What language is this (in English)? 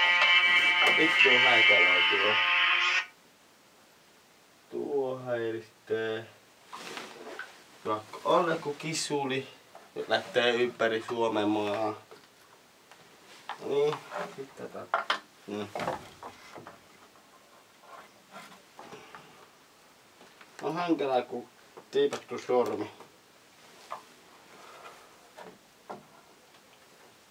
Finnish